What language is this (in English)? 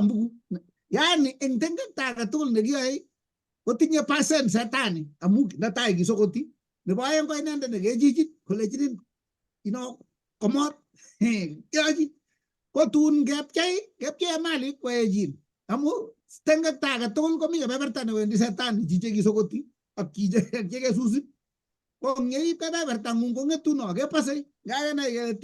Kalenjin